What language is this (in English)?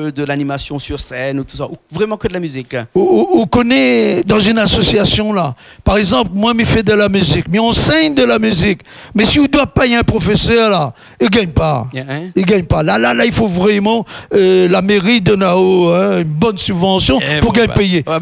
Réunion Creole French